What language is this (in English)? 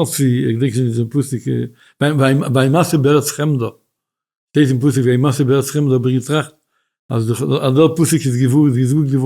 Yiddish